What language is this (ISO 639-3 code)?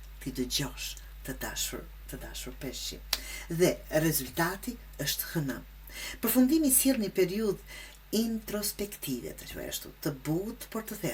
sqi